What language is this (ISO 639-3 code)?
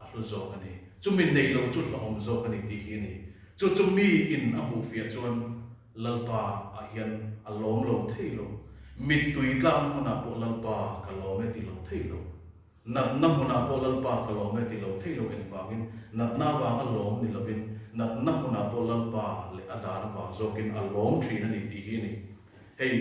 lus